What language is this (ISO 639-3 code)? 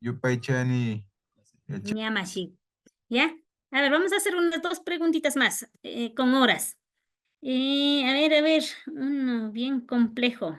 qvi